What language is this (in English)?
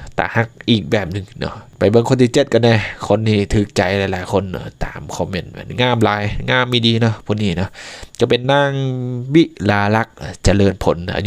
Lao